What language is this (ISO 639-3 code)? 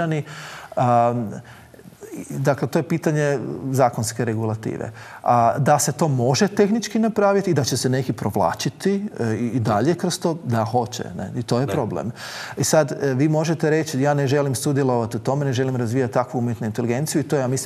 hrv